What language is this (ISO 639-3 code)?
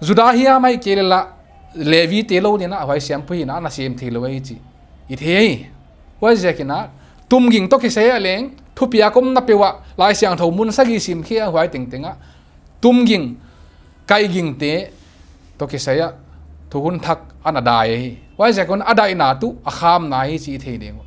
pck